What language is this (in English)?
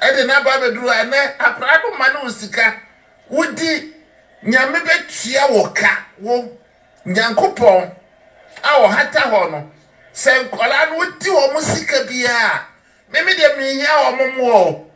Akan